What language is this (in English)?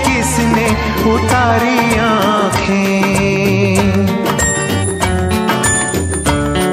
Hindi